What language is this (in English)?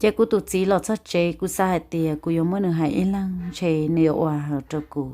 Hmong